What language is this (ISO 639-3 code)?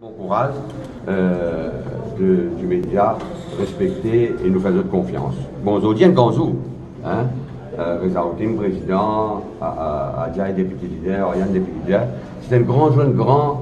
mfe